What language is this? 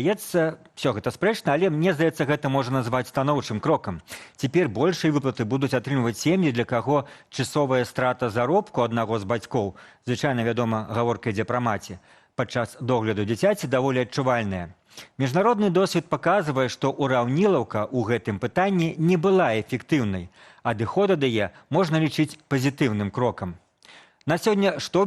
Belarusian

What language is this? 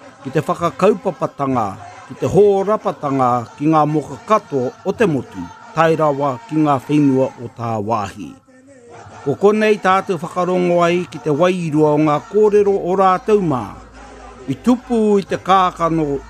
Māori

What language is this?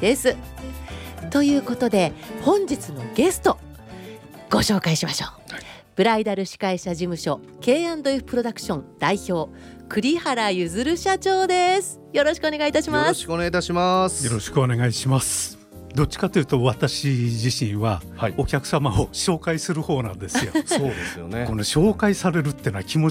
Japanese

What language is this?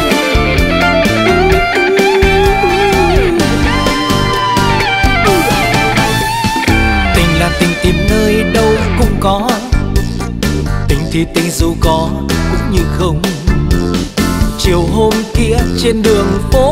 Vietnamese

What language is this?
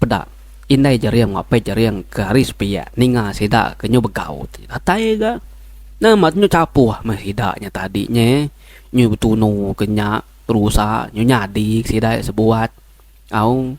Iban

